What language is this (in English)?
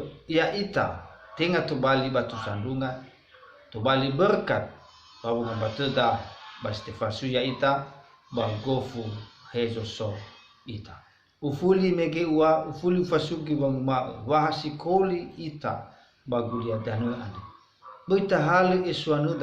Nias